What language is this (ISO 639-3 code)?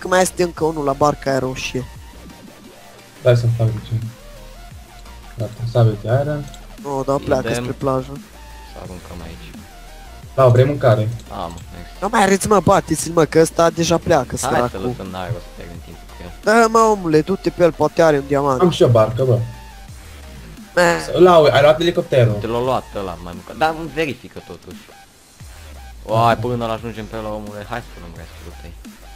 ron